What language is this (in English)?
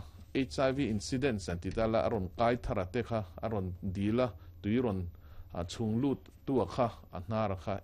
Mizo